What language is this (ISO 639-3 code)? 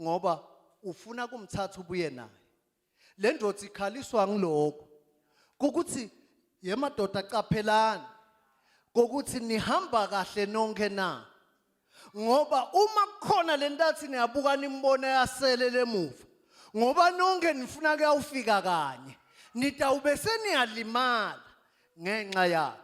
zul